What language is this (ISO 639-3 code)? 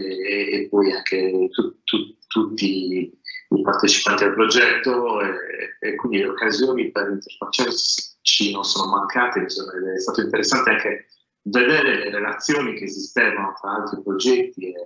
ita